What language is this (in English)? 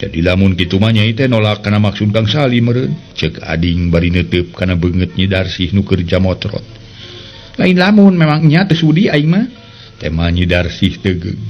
Sundanese